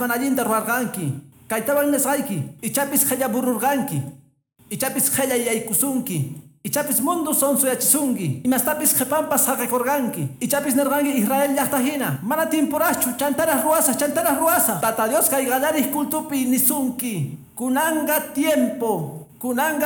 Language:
Quechua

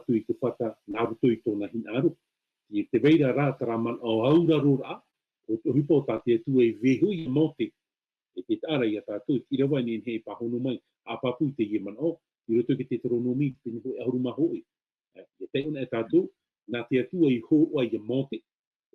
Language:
Tahitian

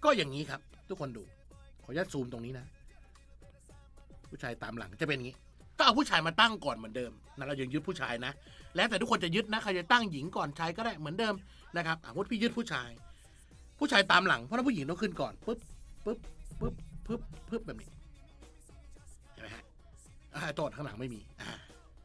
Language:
Thai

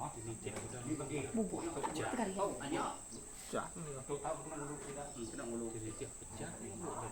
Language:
Iban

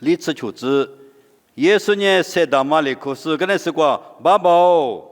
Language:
Lisu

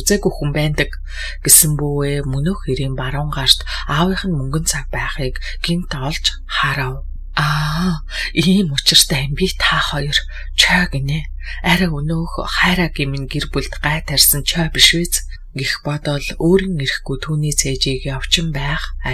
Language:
Mongolian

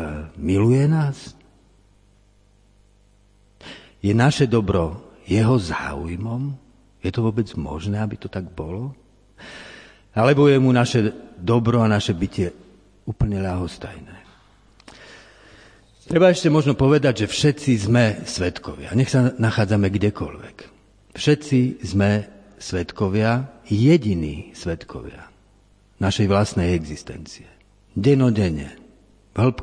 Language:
Slovak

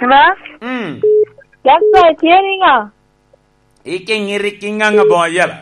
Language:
Lango (Uganda)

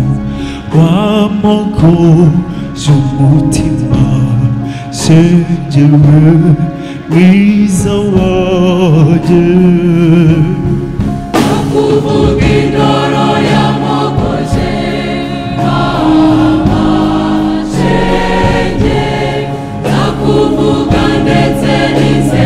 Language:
Kinyarwanda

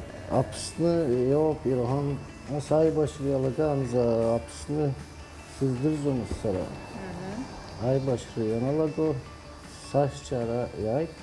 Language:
Abkhazian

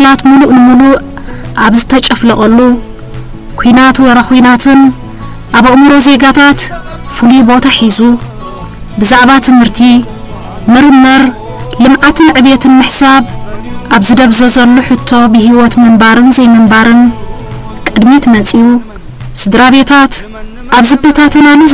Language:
Tigrinya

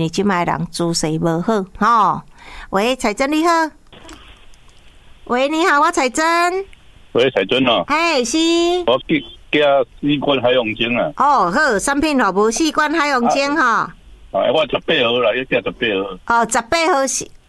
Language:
Min Nan Chinese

